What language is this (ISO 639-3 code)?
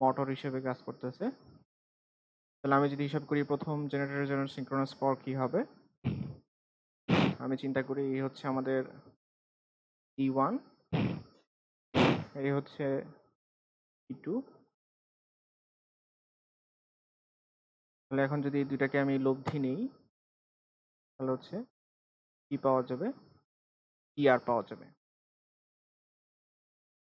ben